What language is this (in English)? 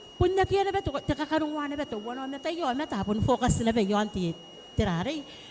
Gilbertese